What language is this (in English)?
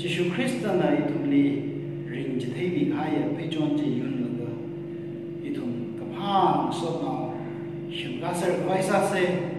Tangkhul Naga (India)